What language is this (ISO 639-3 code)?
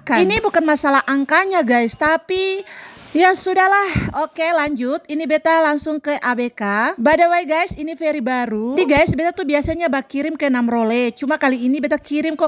abs